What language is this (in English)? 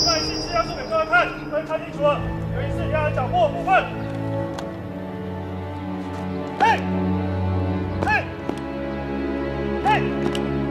Min Nan Chinese